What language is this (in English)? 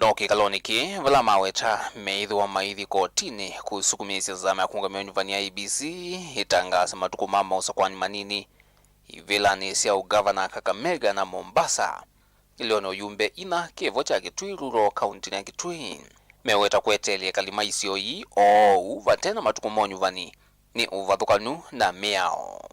Kamba